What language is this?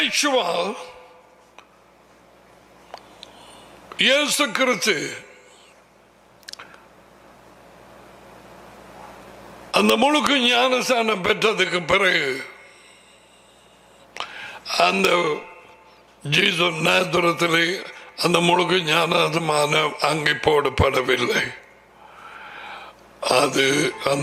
Tamil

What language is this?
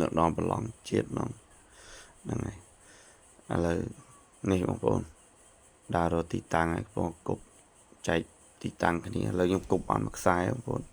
Khmer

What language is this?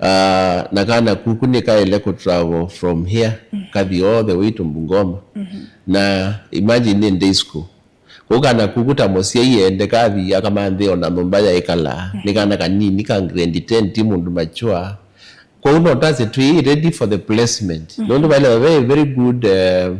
Kamba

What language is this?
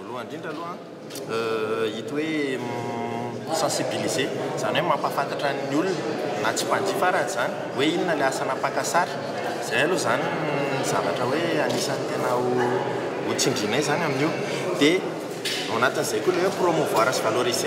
Malagasy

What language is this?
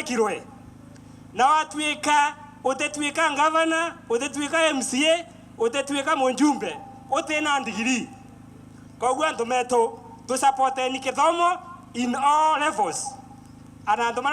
Meru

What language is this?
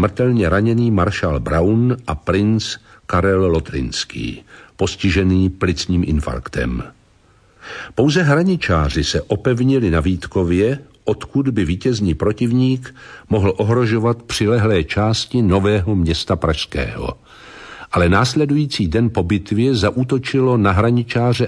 Czech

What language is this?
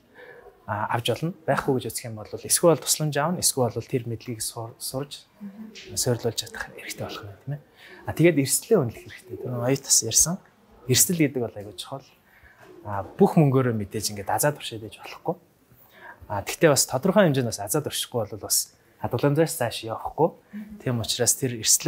Mongolian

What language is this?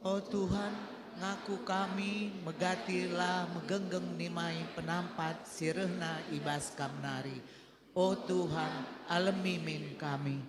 Batak Karo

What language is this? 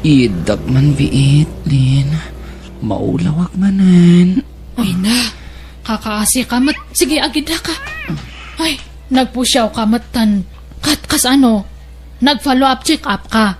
Iloko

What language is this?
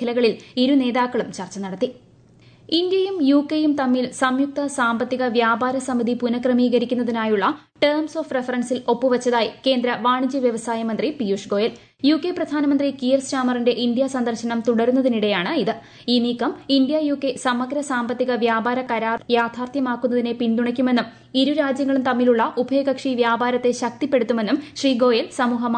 Malayalam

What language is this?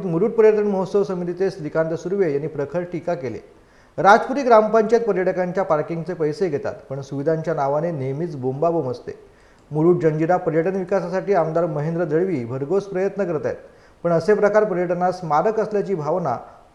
Marathi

